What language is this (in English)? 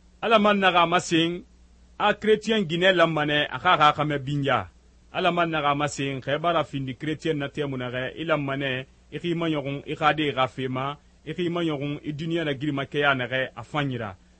Susu